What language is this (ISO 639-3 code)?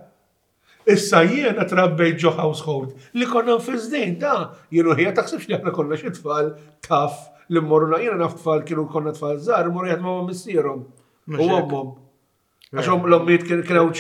mlt